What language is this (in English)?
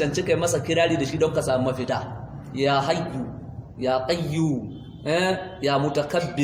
Hausa